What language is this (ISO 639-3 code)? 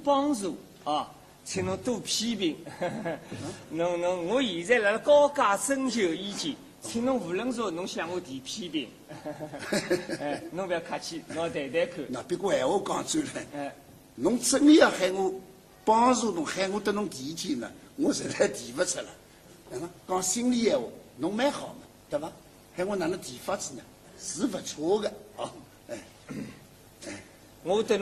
wuu